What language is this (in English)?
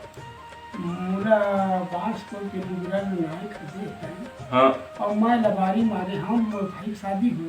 Chhattisgarhi